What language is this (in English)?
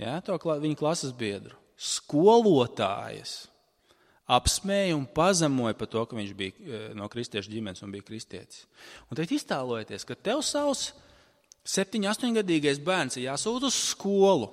Latvian